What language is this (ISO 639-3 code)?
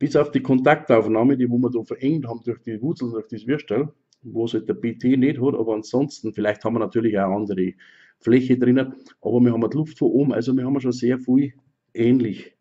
bar